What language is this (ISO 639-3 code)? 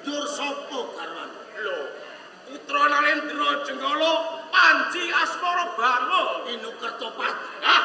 jav